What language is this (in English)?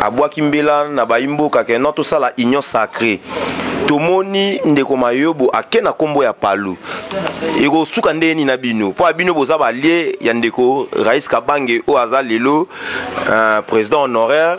Lingala